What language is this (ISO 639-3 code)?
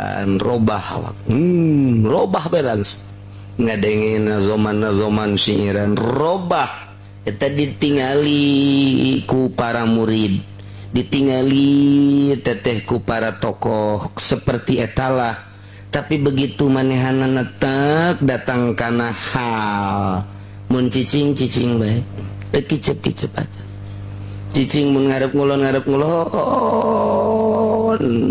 sun